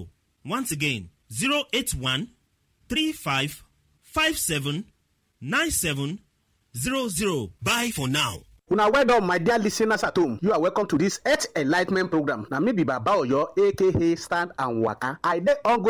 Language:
Nigerian Pidgin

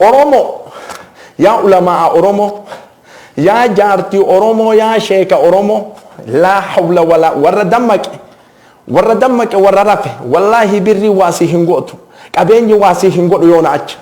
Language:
Oromo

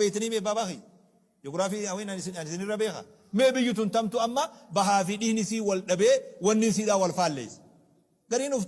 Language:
Oromo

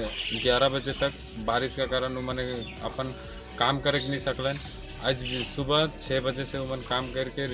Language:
Sadri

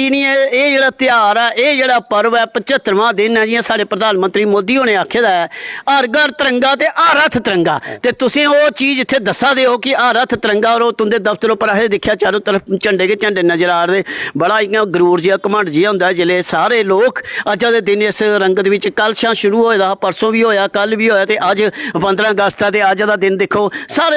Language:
Dogri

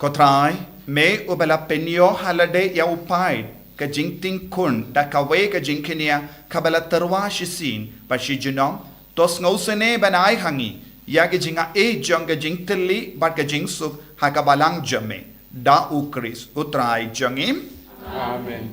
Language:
Khasi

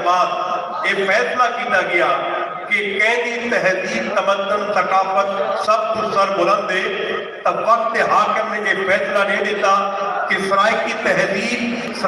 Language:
Saraiki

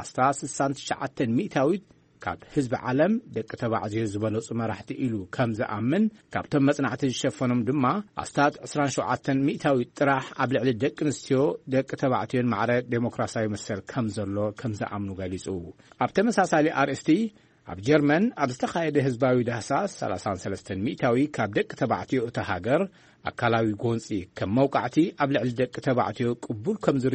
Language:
Tigrinya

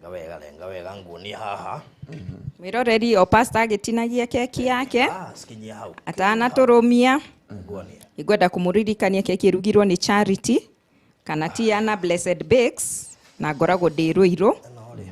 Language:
Kikuyu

